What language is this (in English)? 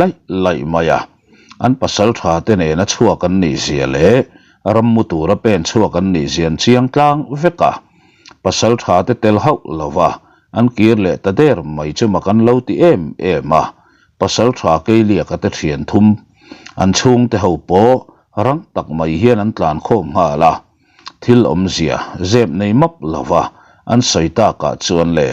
Mizo